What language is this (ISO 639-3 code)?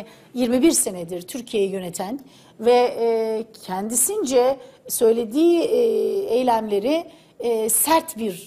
tur